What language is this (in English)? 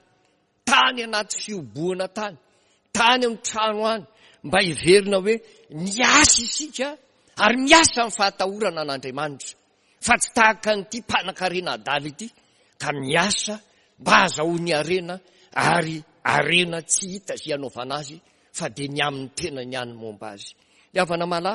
Malagasy